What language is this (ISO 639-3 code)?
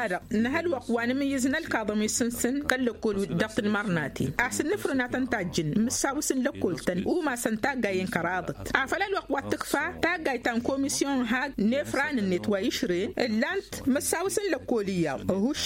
taq